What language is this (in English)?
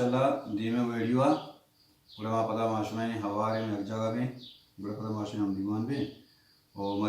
Baluchi